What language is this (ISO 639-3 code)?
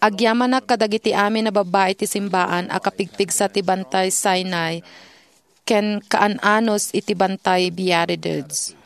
ilo